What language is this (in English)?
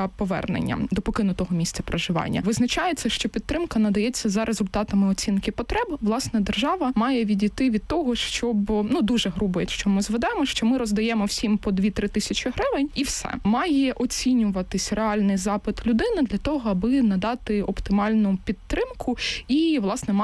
Ukrainian